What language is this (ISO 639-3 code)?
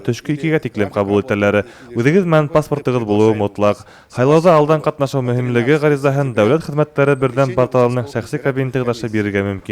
bak